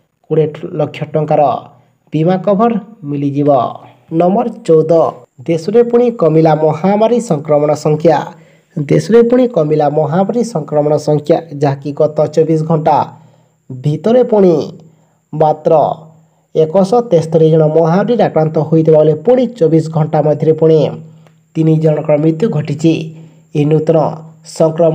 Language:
Odia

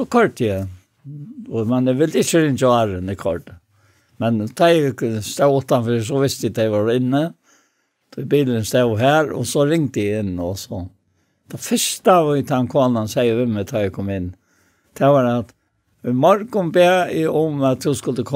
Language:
Faroese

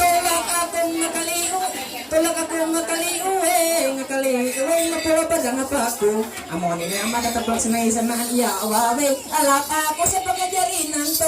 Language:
Ma'anyan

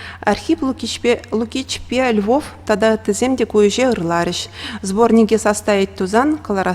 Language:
Chuvash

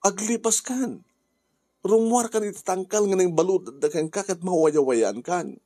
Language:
Iloko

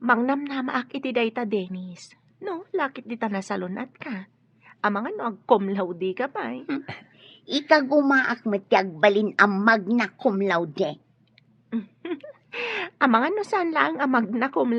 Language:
Iloko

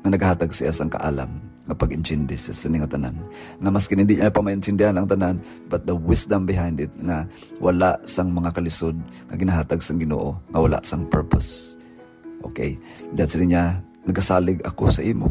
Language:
Hiligaynon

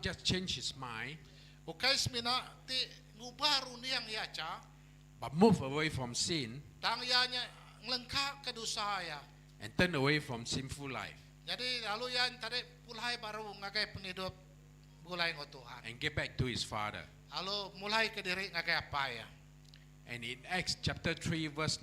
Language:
Iban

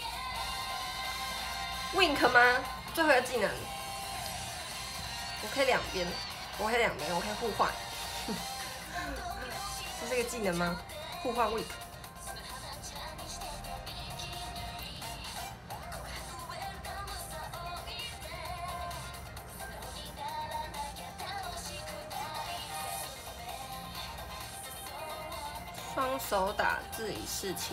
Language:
Chinese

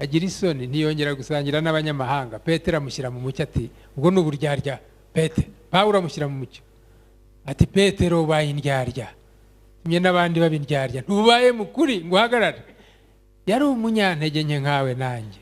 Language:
Kinyarwanda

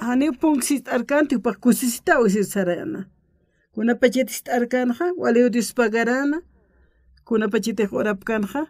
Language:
Aymara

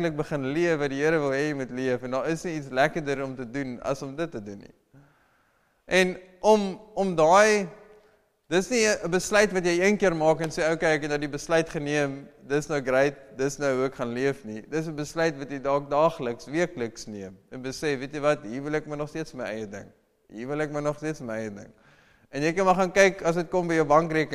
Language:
Afrikaans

